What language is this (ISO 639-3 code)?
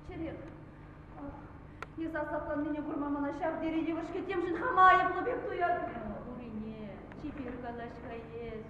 chv